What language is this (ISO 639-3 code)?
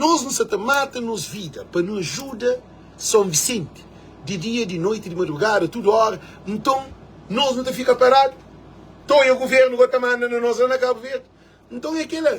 kea